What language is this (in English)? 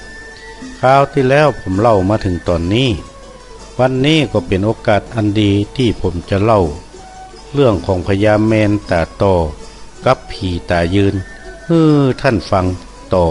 Northern Thai